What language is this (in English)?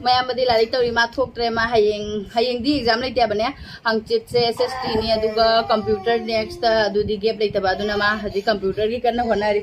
Manipuri